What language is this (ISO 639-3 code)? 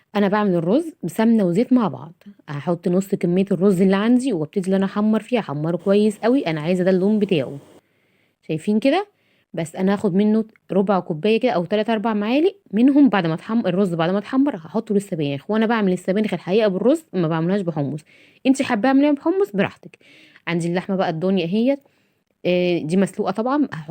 arz